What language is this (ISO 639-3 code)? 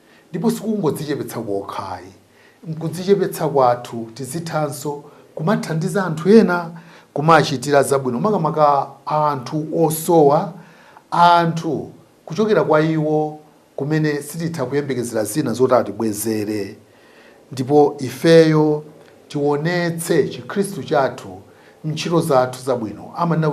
nya